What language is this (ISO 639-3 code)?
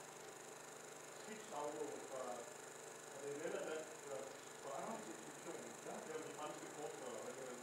dan